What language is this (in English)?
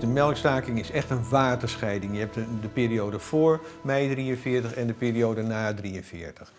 Western Frisian